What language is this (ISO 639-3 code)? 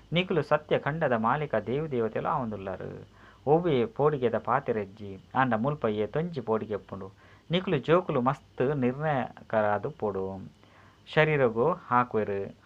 tcy